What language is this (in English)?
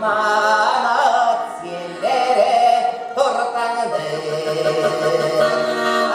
Yakut